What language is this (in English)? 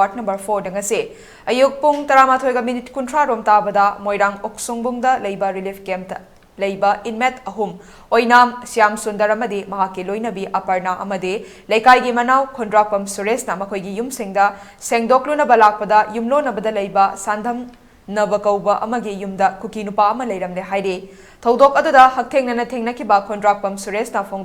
Manipuri